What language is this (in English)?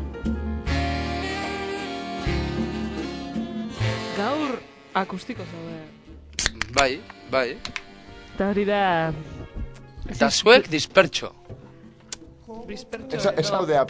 Basque